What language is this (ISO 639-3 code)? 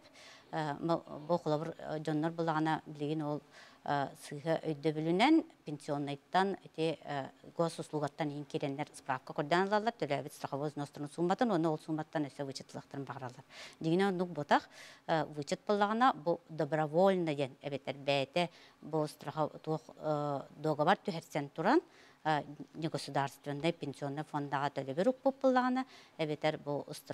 sah